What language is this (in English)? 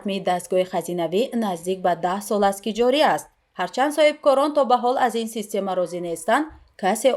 Tajik